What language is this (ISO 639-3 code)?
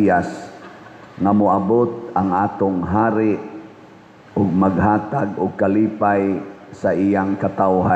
ceb